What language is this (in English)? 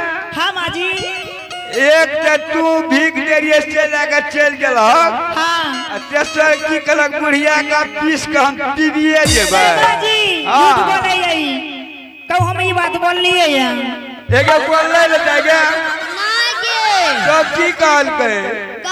Angika